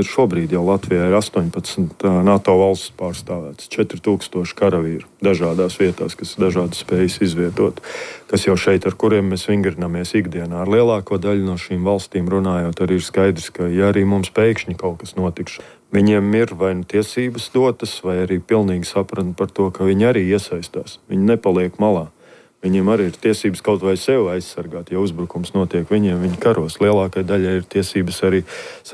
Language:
Latvian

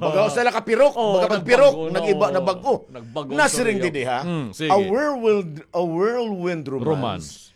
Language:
Waray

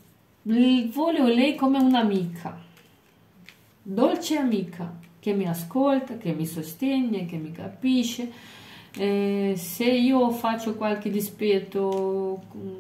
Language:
Italian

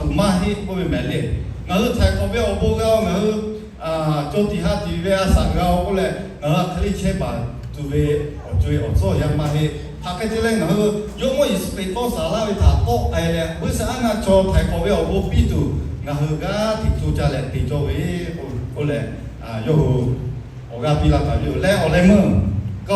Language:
Lahu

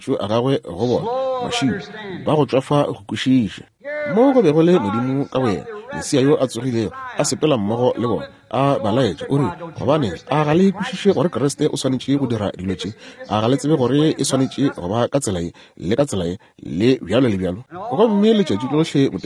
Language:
Northern Sotho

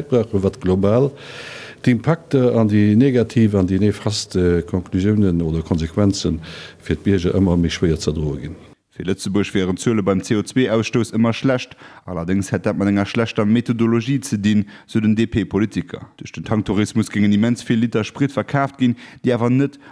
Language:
Luxembourgish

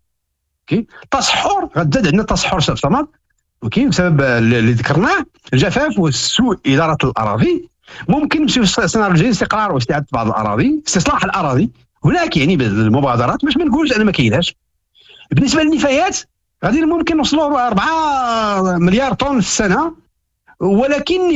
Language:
Moroccan Arabic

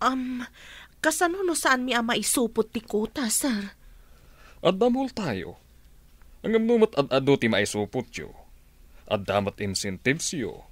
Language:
Iloko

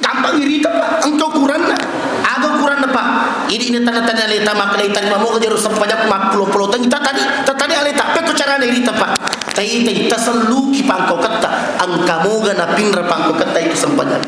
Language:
Buginese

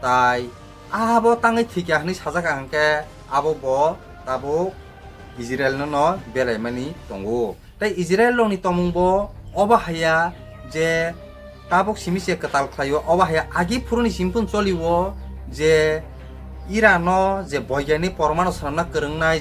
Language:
Kok Borok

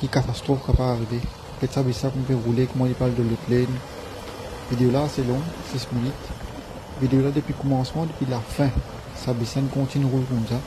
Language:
Morisyen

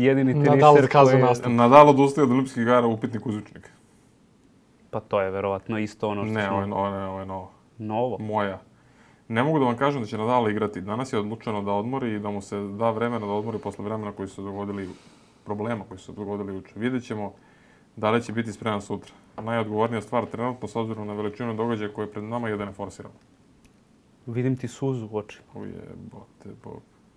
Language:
Serbian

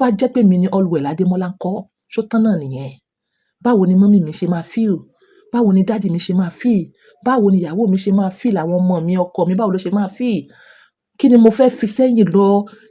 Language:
Yoruba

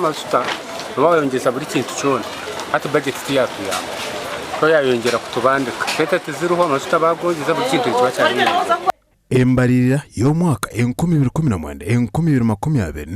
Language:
Nyankole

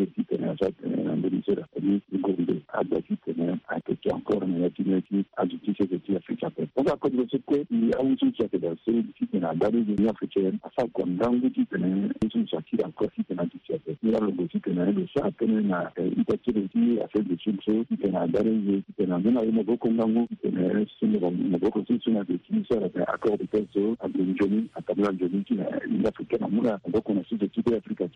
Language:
French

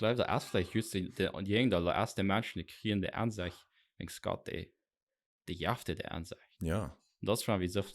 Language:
Plautdietsch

